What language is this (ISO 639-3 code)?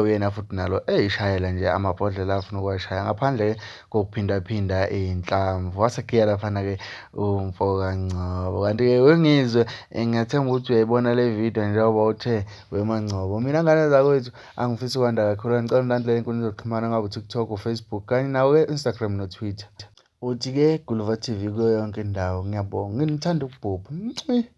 zul